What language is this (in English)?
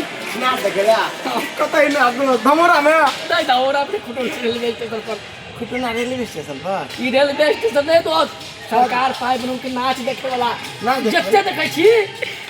Maithili